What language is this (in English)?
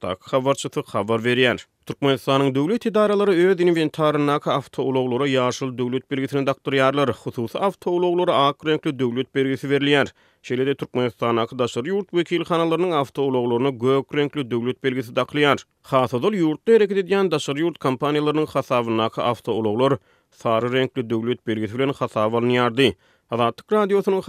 Turkmen